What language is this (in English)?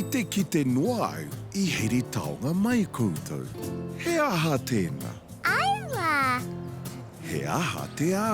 Māori